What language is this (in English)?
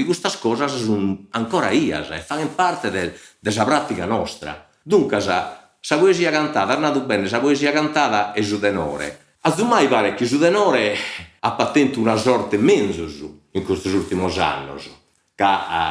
Sardinian